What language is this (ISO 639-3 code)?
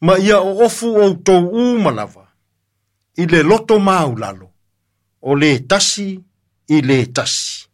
smo